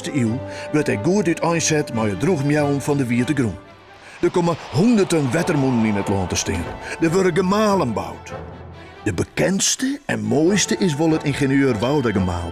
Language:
Western Frisian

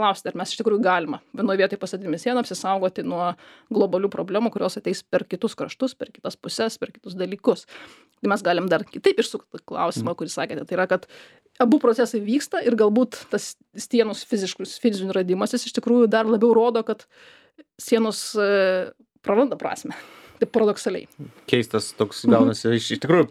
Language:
Lithuanian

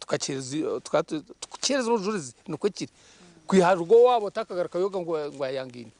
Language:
Nyankole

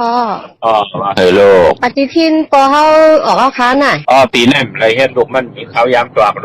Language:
Shan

